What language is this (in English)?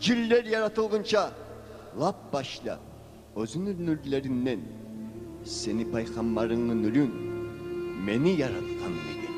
Kumyk